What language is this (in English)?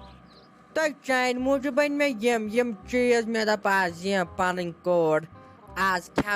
Kashmiri